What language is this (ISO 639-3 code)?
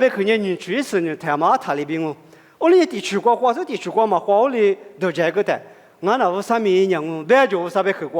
lis